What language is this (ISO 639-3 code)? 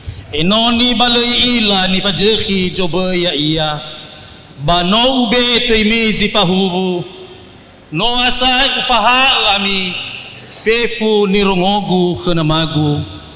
nia